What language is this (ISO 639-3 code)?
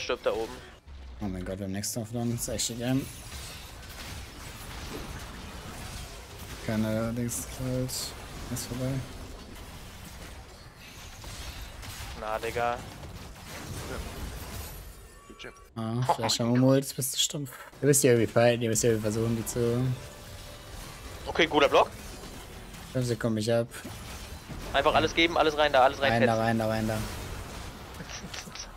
deu